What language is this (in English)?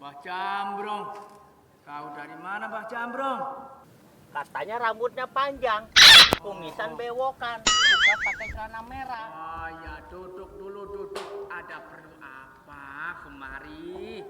Betawi